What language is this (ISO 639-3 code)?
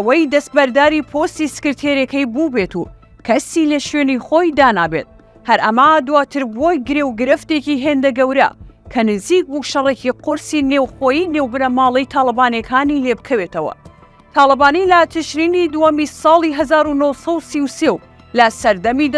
ckb